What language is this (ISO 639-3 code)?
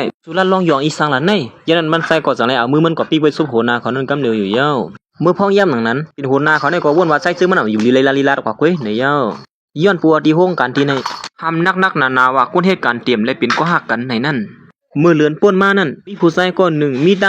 shn